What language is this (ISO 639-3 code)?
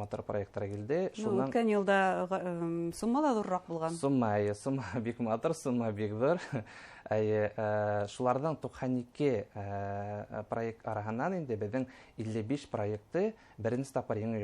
bak